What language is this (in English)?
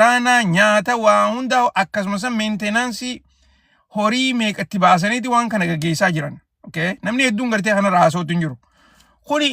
Oromo